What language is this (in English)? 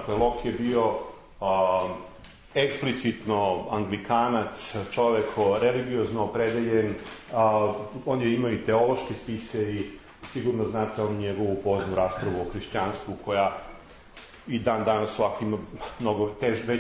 Serbian